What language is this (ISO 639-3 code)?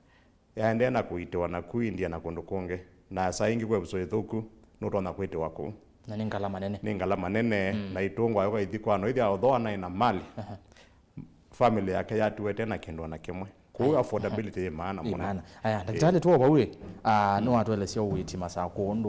kam